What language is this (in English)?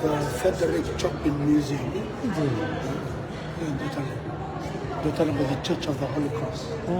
Fijian